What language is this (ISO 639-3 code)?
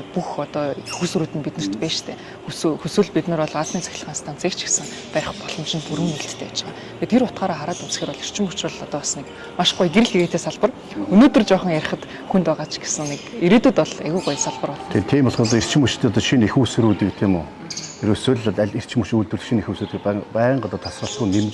mon